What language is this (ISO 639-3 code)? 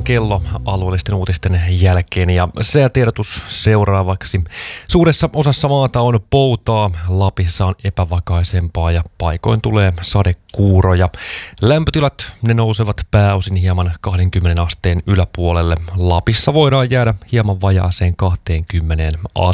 fin